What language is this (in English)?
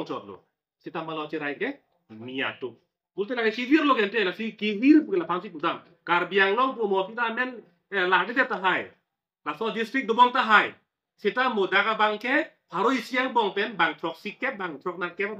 Karbi